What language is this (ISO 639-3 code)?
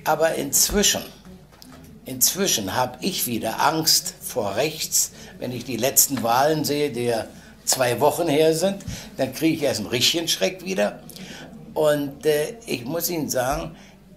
deu